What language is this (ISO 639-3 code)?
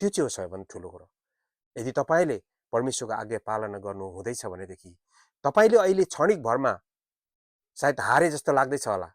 nep